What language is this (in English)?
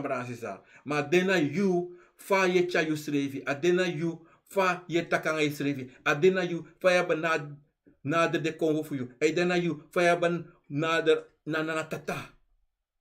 Sranan Tongo